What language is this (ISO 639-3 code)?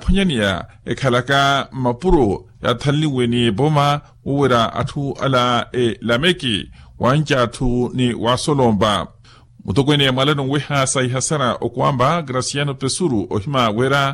vmw